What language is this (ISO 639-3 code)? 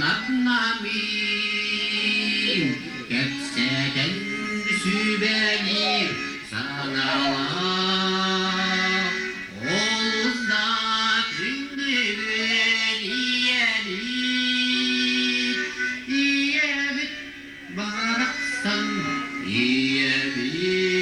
sah